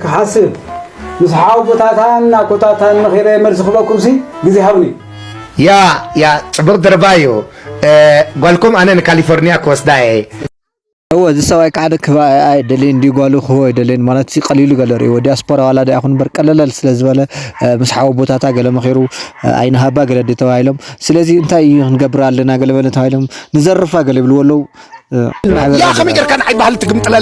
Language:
Tigrinya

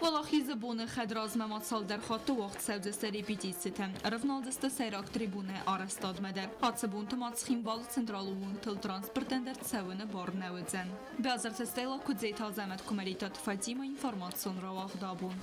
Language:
Ossetic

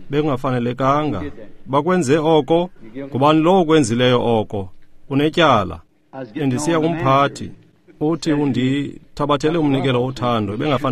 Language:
Xhosa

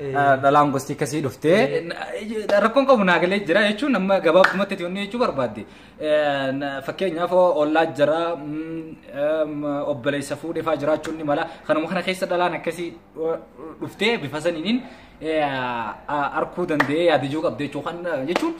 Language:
Oromo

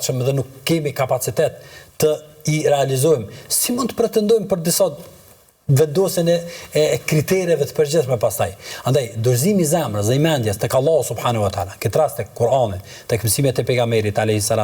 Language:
Albanian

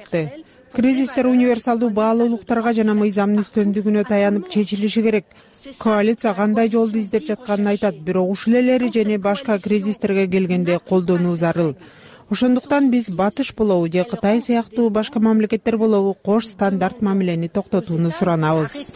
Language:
Kyrgyz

